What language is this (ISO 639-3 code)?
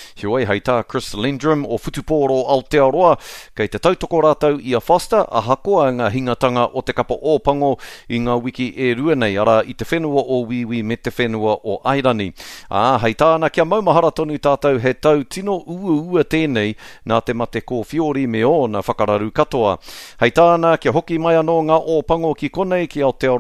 mri